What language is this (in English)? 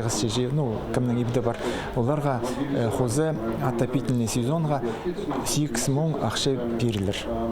Khakas